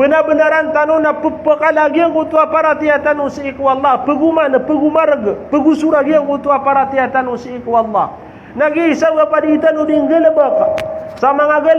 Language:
Maranao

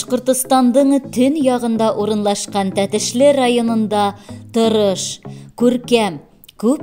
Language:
Bashkir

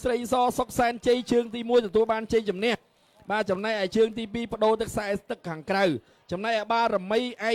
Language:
Khmer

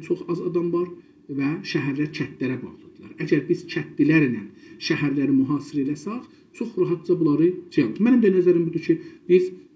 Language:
South Azerbaijani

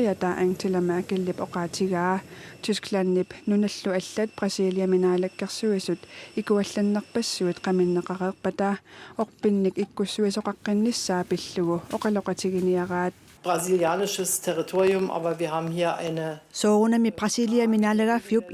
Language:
Kalaallisut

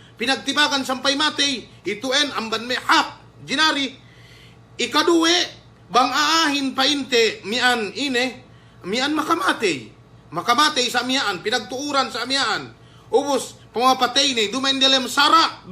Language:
Yakan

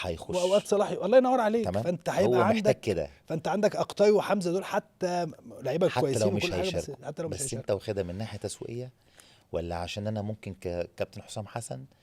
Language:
Egyptian Arabic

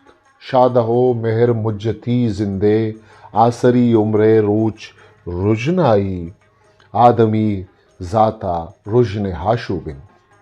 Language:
Eastern Balochi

